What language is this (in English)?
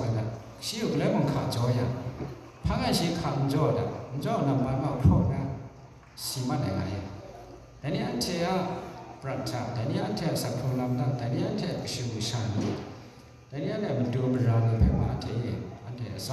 Kachin